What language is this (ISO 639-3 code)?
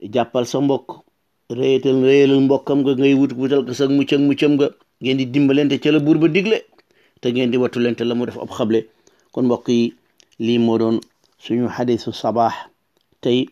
wol